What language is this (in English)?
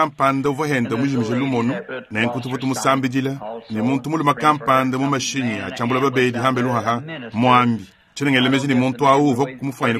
Luba-Lulua